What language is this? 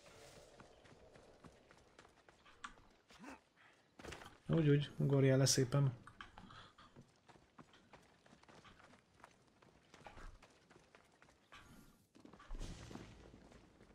Hungarian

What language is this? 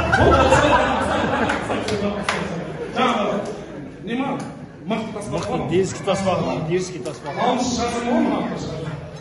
Kazakh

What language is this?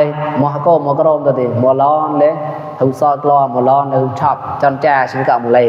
Mon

